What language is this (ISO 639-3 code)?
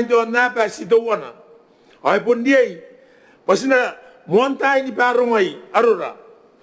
gil